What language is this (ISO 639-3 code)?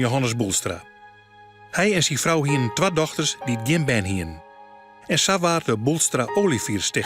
fry